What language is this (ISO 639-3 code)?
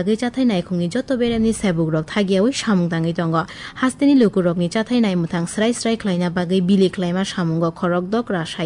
trp